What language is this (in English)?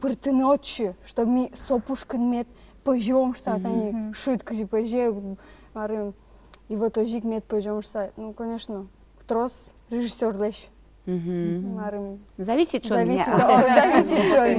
Udmurt